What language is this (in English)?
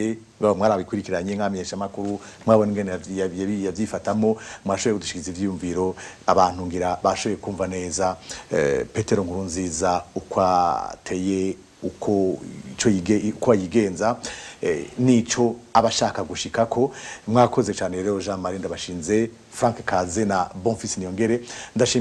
Rundi